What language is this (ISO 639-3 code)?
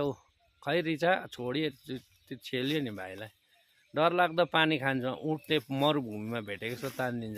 nep